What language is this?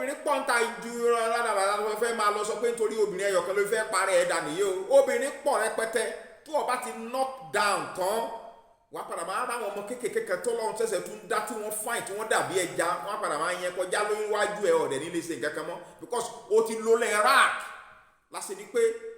Yoruba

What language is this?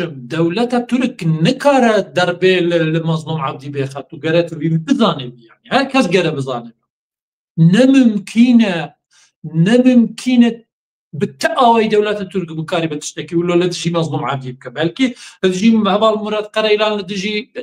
Kurdish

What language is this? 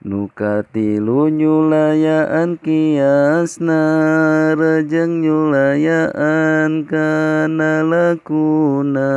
Sundanese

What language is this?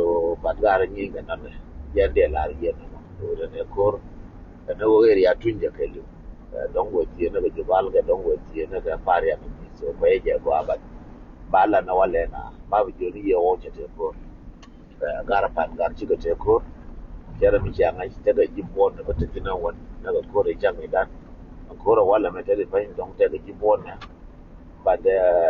Nuer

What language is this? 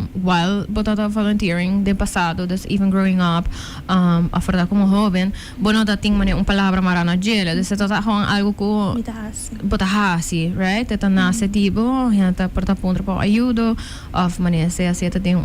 Papiamento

